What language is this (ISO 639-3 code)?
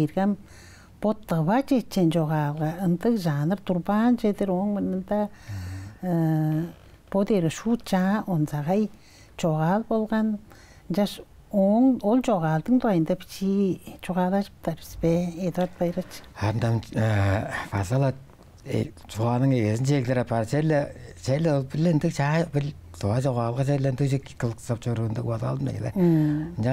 tyv